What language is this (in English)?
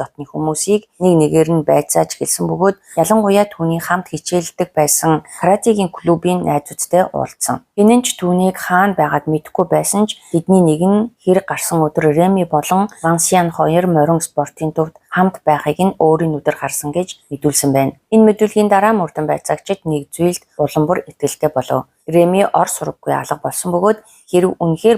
Mongolian